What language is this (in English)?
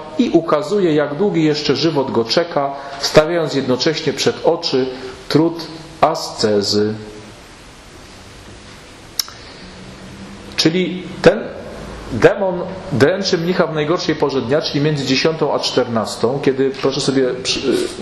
Polish